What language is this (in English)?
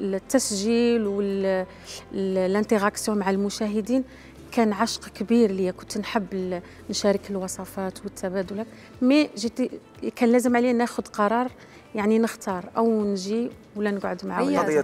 Algerian Arabic